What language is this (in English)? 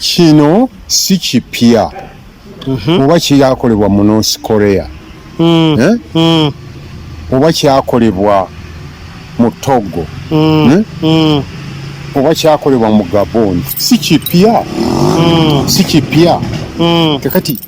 Ganda